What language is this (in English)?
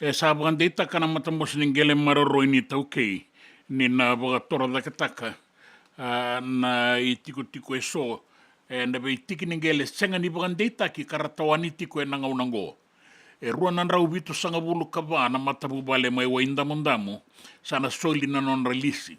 Fijian